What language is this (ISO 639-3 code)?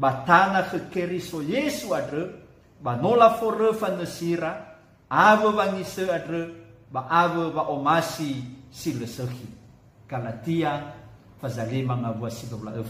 nia